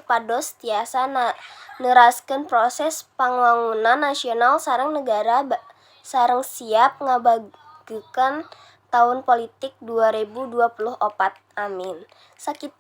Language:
Sundanese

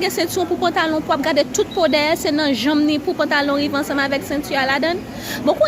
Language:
Haitian Creole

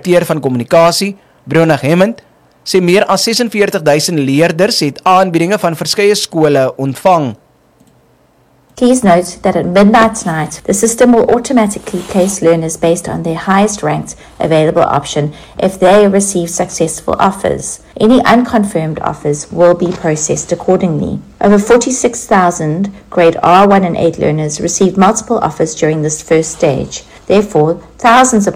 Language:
Afrikaans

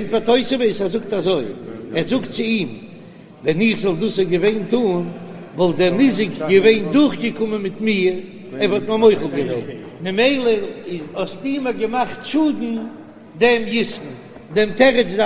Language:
Yiddish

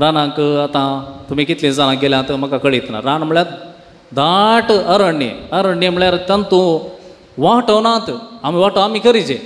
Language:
Konkani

